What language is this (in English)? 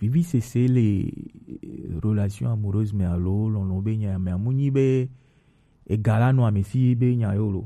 Gen